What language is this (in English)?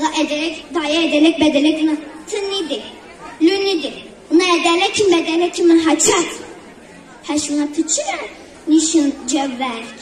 Zaza